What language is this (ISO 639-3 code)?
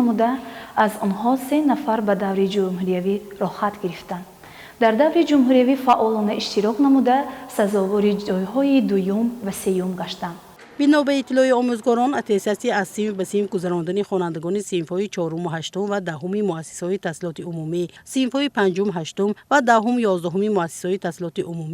tgk